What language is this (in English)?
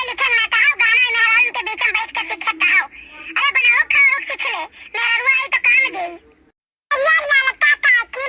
Awadhi